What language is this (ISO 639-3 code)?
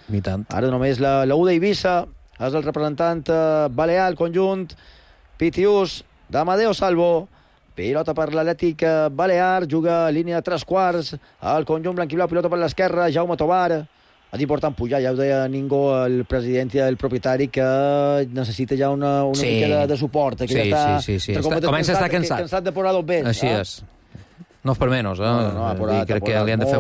cat